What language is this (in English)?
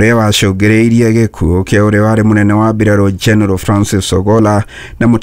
Kikuyu